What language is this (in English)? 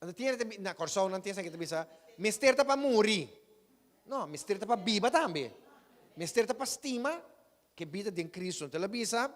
Papiamento